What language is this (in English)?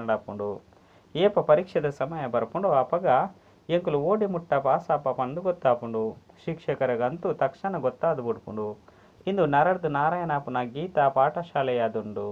Tulu